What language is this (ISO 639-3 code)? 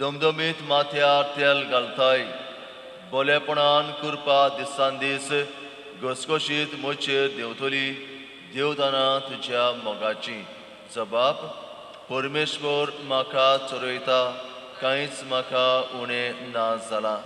kok